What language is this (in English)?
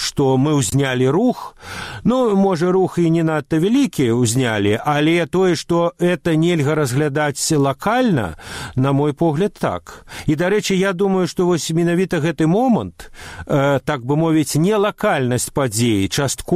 Belarusian